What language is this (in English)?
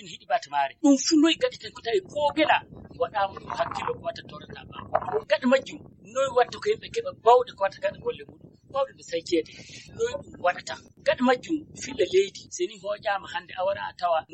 Fula